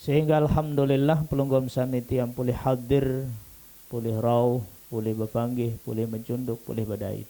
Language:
Sasak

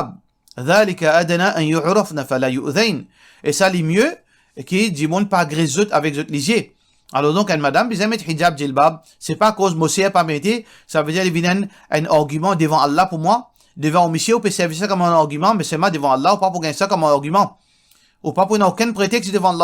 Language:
Morisyen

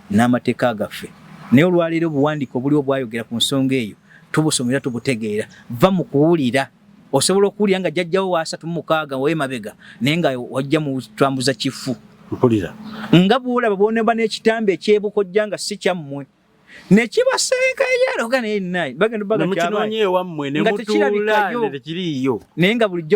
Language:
Ganda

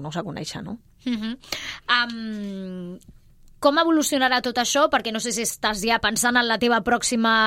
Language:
Catalan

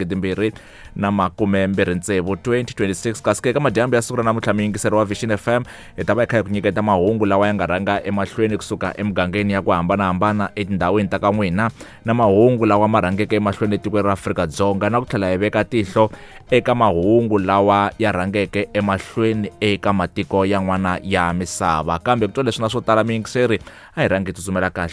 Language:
Tsonga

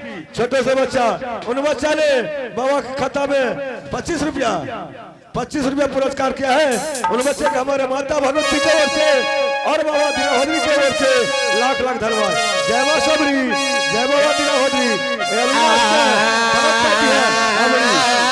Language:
Angika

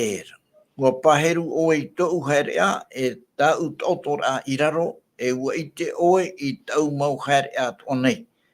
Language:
Tahitian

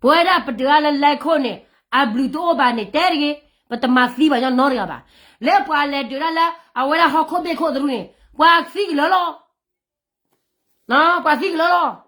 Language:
S'gaw Karen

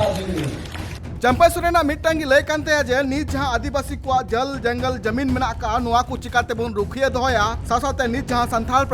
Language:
Santali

